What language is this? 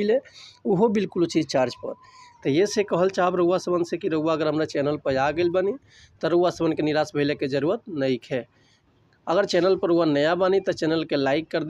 Bhojpuri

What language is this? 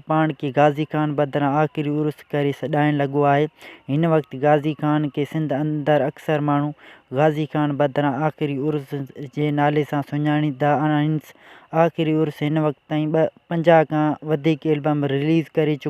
Sindhi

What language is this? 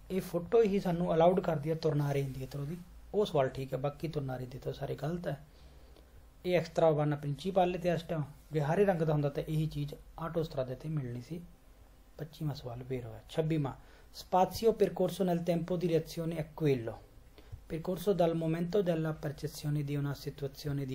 Punjabi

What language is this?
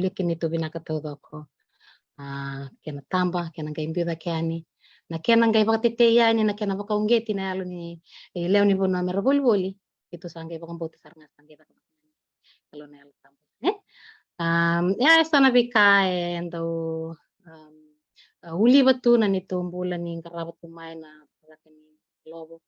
Fijian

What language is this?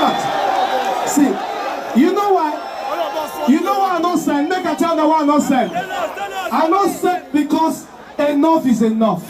Nigerian Pidgin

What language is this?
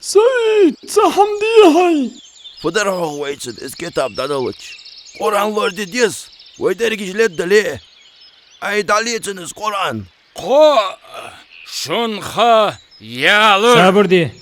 Ingush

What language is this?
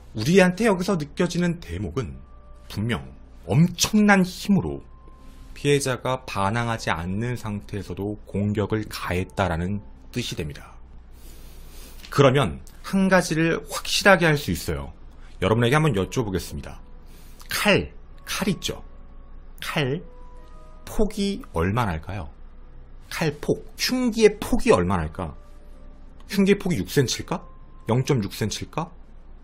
Korean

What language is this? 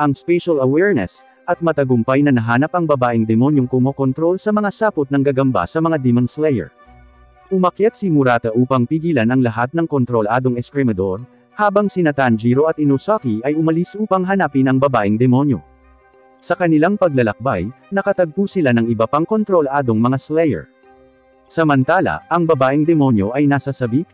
Filipino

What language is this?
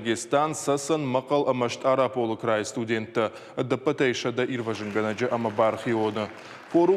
Ossetic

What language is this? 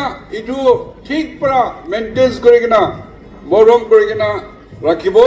Naga Pidgin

